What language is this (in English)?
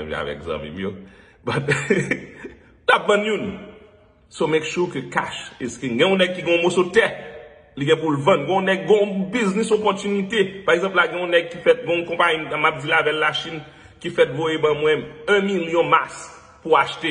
Haitian Creole